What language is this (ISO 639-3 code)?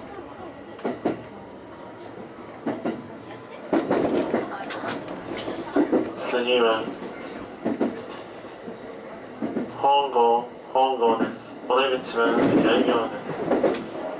jpn